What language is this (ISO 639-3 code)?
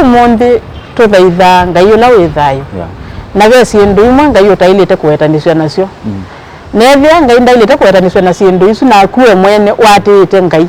kam